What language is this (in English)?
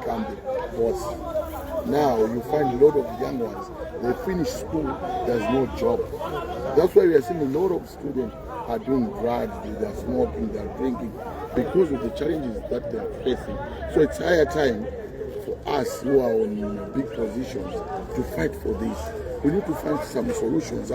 Nyanja